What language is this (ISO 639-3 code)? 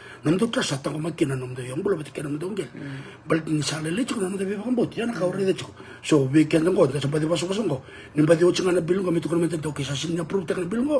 fij